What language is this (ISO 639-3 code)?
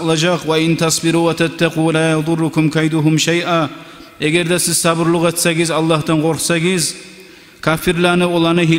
kum